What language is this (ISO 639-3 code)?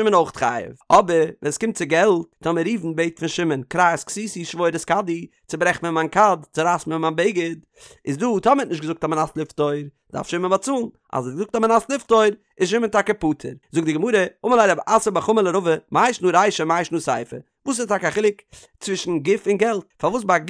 yid